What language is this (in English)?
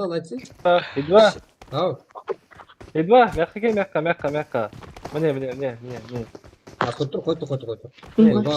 Kara-Kalpak